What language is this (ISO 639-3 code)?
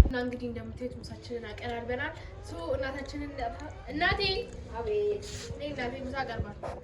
amh